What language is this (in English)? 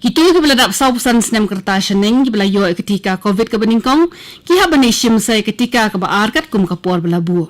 Khasi